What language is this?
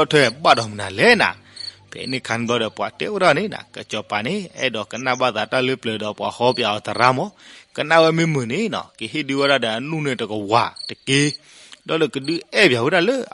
S'gaw Karen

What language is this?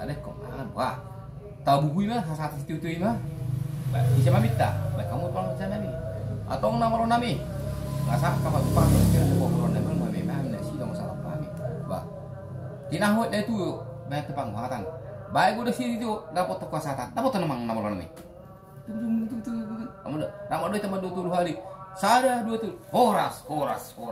Batak Toba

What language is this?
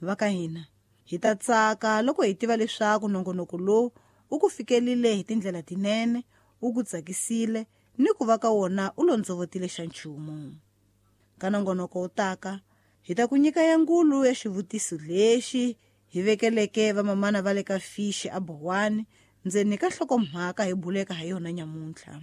Tsonga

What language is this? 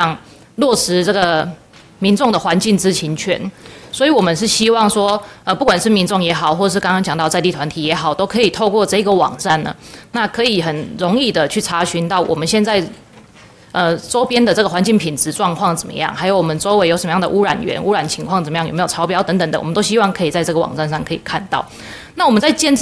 Chinese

